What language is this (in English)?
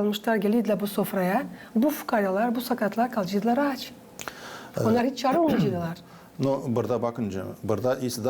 Gagauz